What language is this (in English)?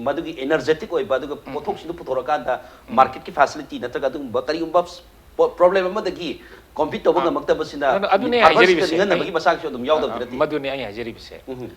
Manipuri